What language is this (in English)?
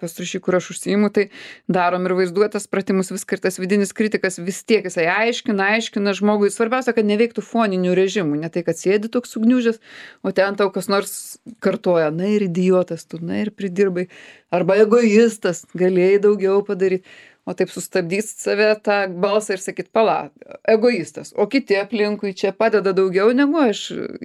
Lithuanian